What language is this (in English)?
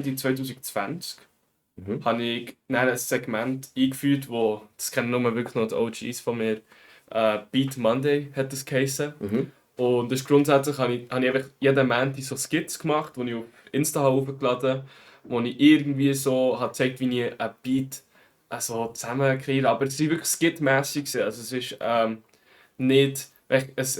Swiss German